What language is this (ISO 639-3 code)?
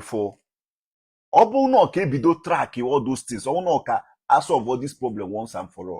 ibo